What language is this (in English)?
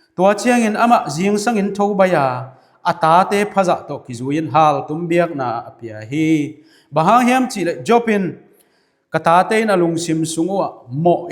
Tedim Chin